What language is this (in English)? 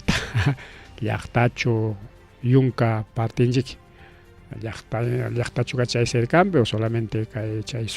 Ayacucho Quechua